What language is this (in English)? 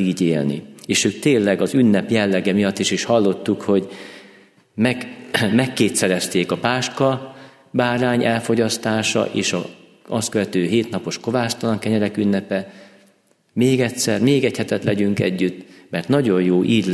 Hungarian